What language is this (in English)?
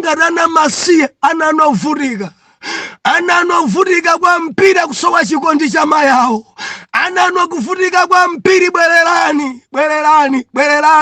Nyanja